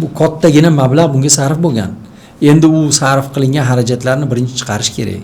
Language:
Uzbek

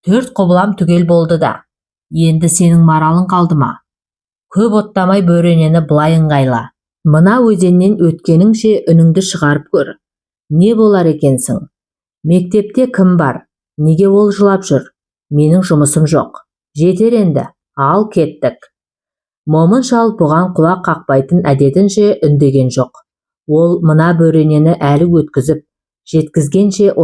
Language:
Kazakh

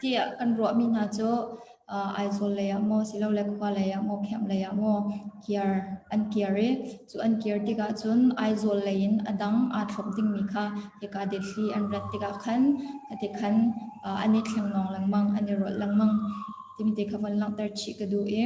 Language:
Hakha Chin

